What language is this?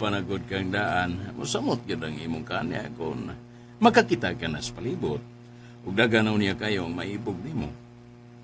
Cebuano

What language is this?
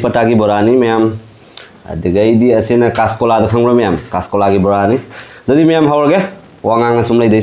Manipuri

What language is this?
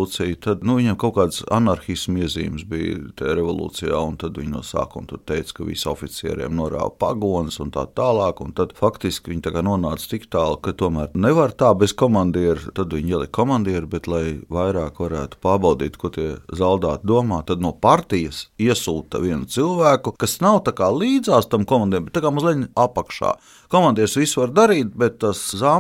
Latvian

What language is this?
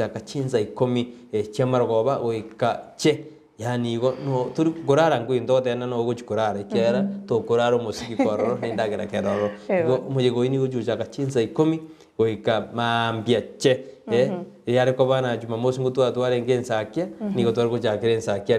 Gusii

